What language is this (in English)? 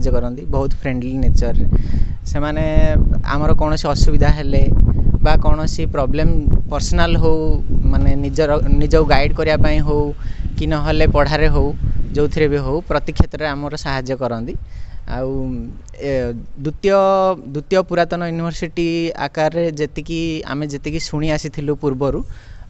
Odia